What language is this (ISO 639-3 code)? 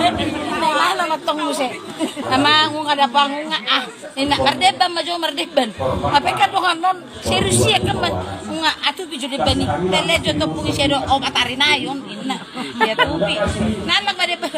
bbc